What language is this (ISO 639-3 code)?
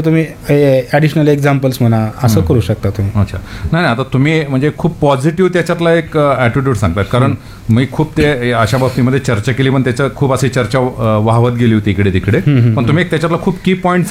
mar